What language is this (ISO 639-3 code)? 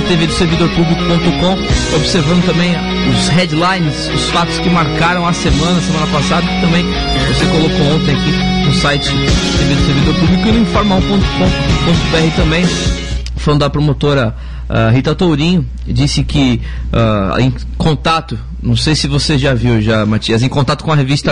por